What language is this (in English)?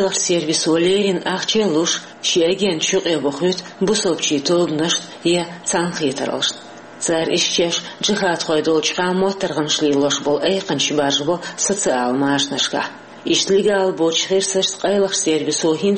Chechen